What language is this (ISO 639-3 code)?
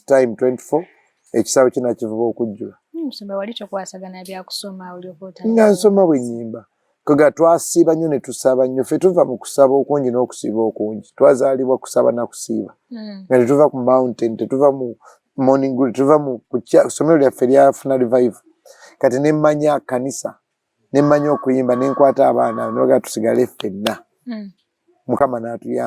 lug